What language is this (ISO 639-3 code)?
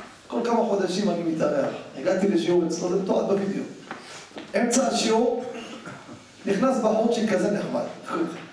heb